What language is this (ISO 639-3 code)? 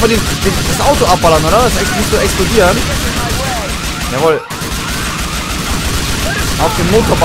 deu